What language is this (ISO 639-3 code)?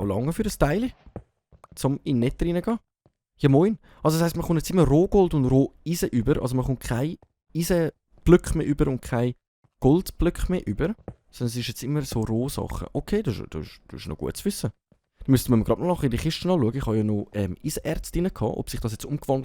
gsw